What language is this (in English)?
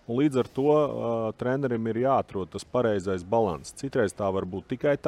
Latvian